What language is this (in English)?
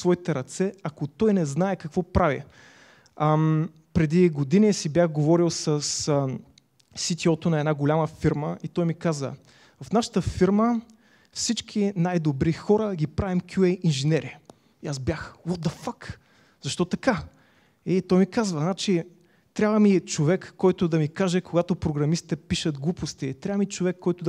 Bulgarian